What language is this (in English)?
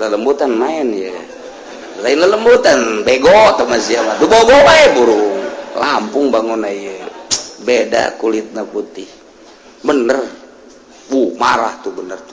Sundanese